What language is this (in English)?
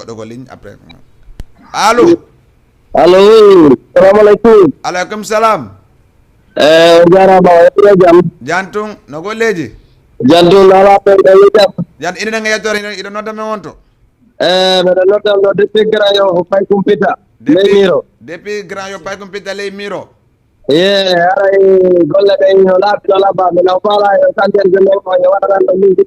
Fula